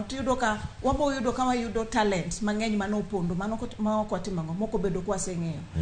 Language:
Luo (Kenya and Tanzania)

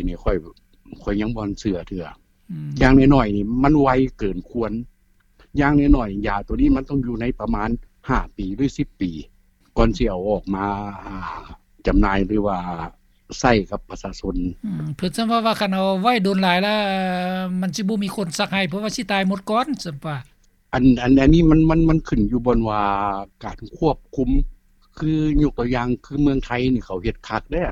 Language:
Lao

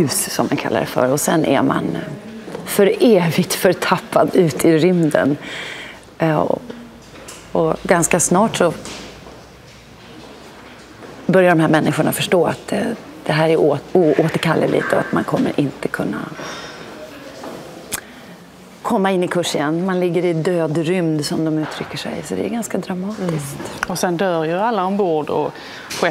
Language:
Swedish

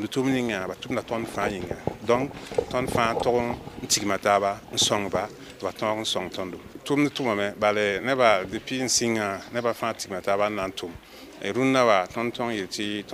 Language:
Mossi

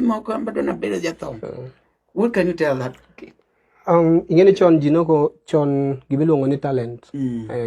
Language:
Luo (Kenya and Tanzania)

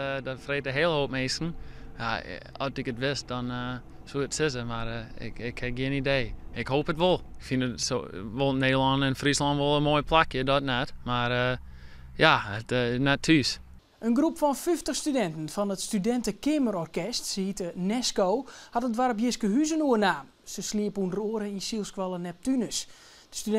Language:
Western Frisian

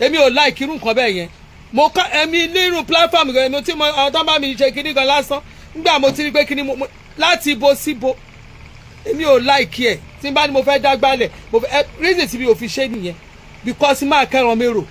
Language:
Yoruba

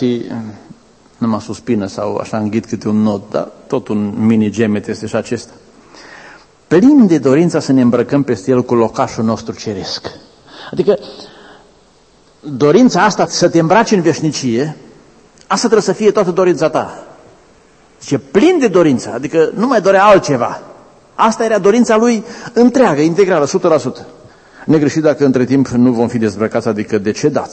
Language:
Romanian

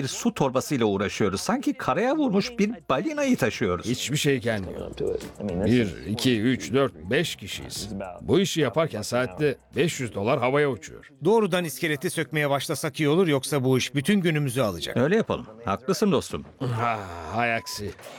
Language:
Turkish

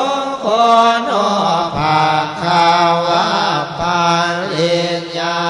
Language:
Pali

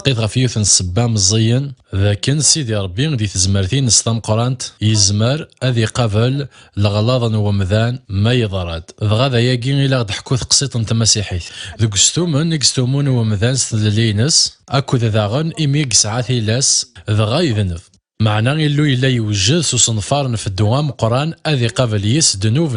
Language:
Kabyle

